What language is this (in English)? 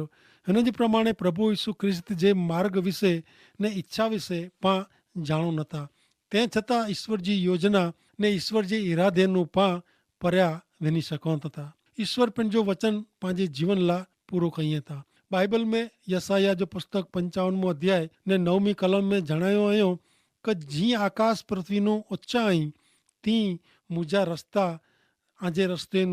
Kachhi